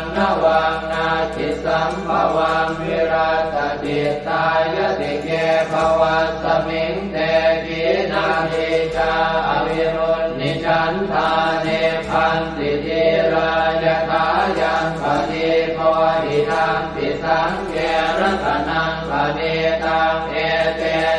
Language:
Pali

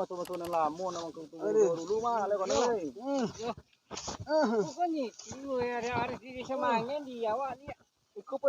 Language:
Minangkabau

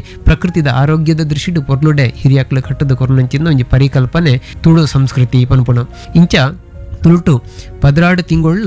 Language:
Tulu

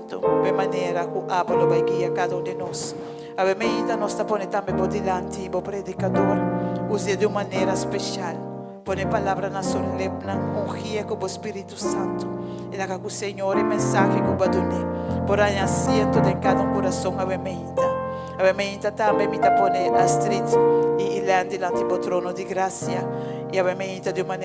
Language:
Papiamento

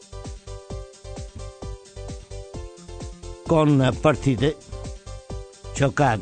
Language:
Italian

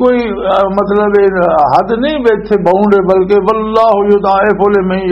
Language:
Western Panjabi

